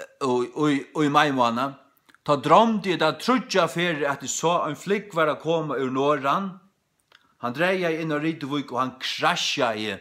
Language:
Faroese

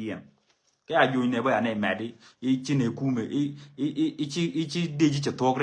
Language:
Nuer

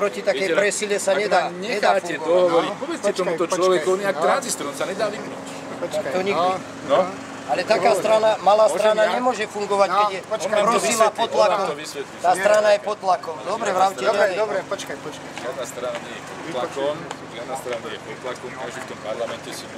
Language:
Slovak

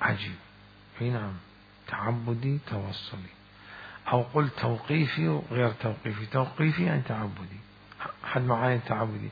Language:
Mesopotamian Arabic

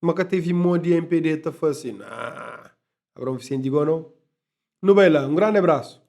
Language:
Kabuverdianu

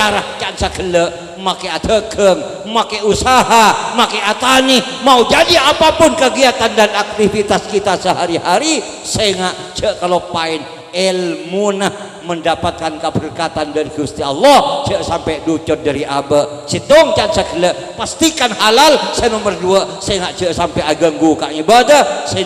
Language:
Madurese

